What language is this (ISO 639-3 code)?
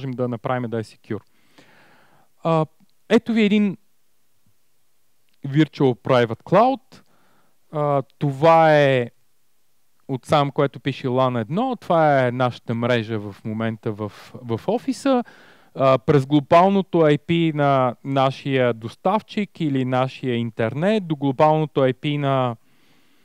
bul